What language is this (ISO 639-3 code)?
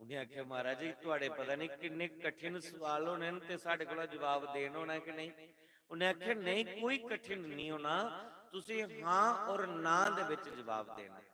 doi